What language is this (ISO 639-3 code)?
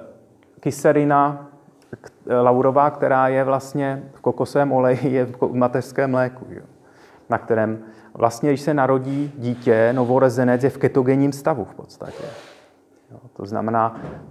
ces